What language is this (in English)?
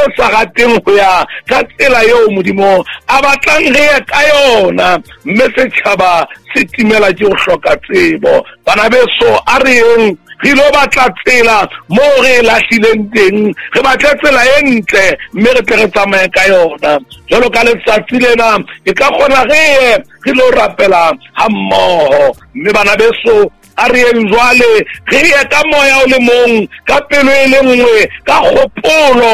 Southern Sotho